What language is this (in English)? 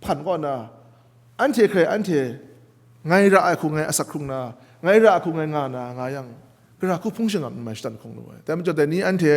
Kachin